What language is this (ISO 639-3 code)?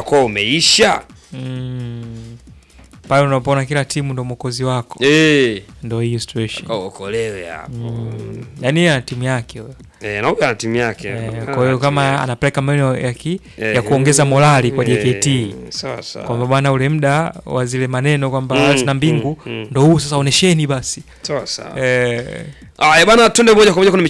swa